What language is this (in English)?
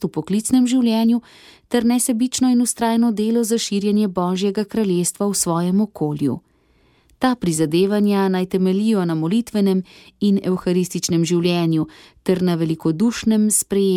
Slovenian